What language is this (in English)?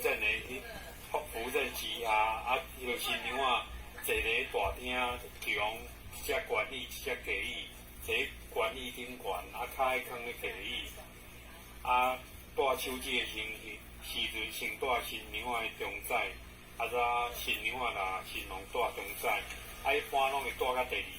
Min Nan Chinese